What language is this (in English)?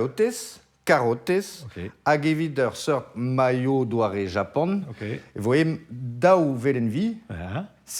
Breton